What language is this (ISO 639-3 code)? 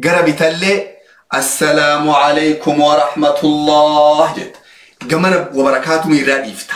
orm